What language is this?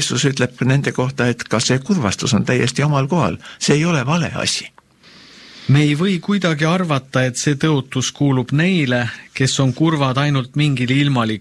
Estonian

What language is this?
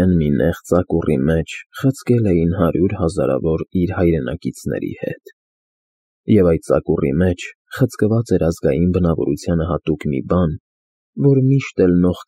Armenian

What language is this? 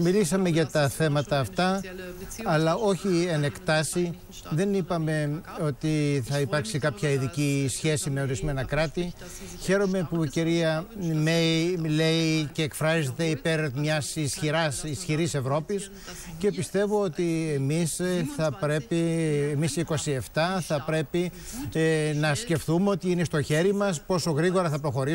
Greek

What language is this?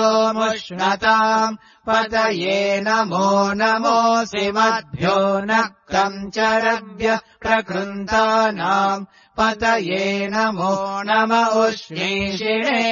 Sanskrit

